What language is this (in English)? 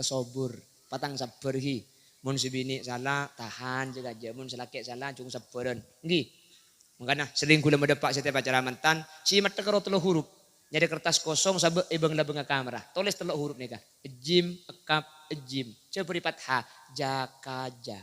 Madurese